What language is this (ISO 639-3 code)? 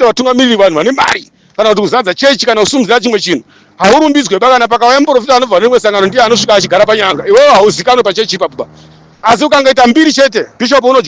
sna